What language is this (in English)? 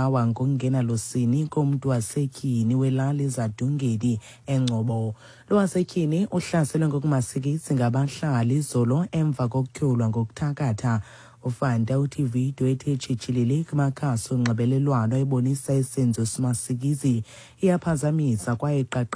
Xhosa